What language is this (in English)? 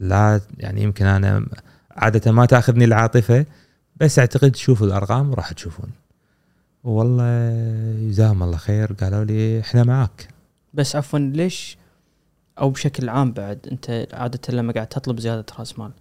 Gulf Arabic